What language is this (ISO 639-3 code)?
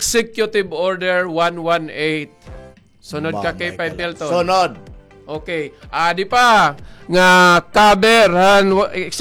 war